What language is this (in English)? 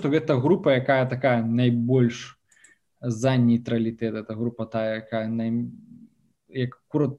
Belarusian